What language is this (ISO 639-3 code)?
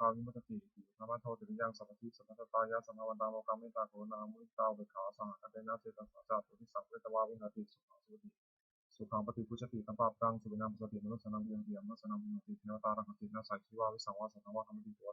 pli